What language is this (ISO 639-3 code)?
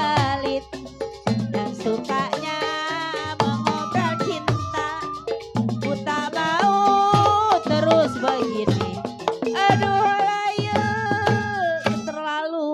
bew